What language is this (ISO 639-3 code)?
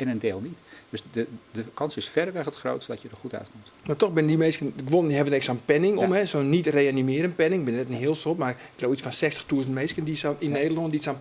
fry